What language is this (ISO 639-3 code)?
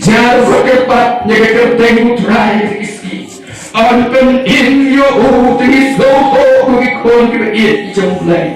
kha